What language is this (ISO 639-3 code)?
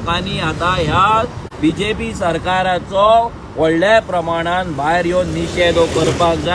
kok